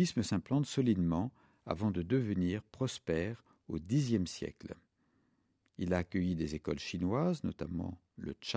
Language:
French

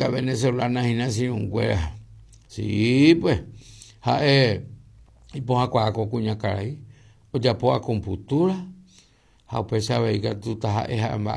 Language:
Guarani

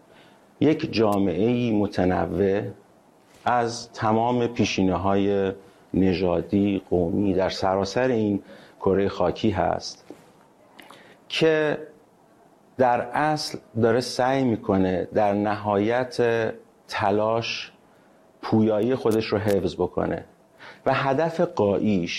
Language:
Persian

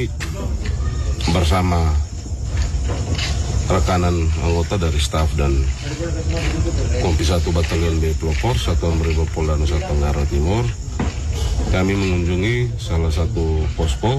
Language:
Indonesian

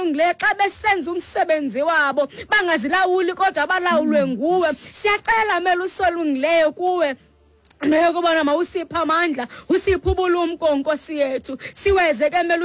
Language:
Xhosa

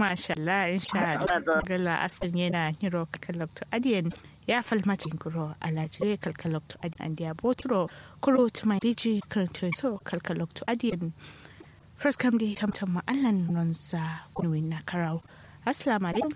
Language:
Kanuri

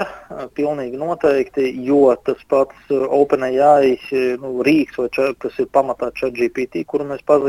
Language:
Latvian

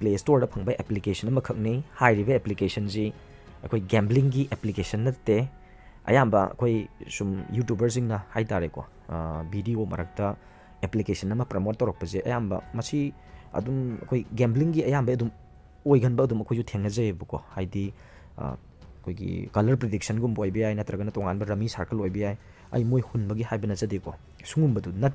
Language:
Manipuri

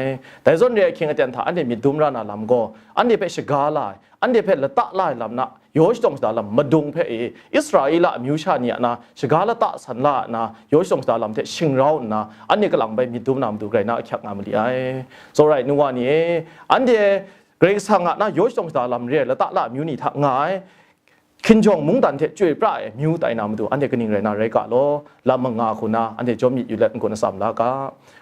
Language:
Kachin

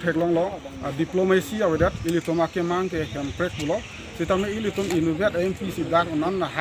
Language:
Karbi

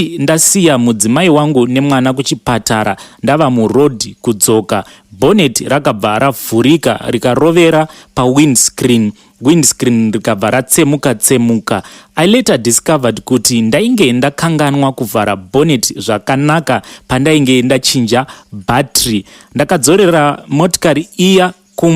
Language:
Shona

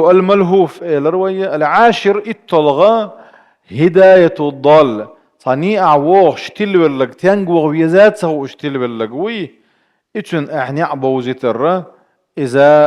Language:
Chechen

